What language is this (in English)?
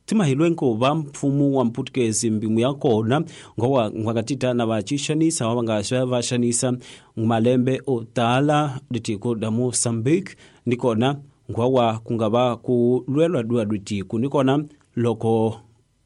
Tsonga